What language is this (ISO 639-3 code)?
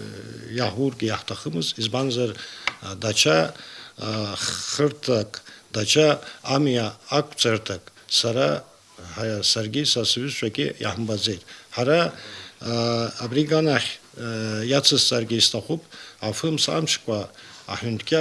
abk